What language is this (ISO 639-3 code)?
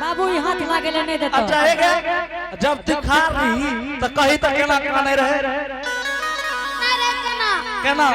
anp